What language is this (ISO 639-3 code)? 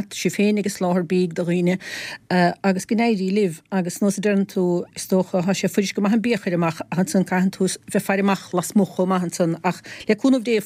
gle